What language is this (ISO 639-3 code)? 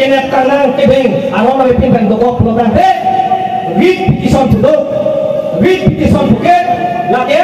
mjw